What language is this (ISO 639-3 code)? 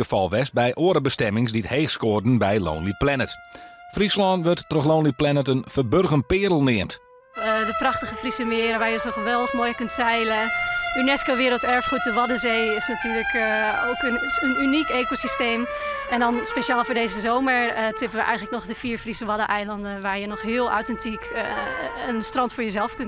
fry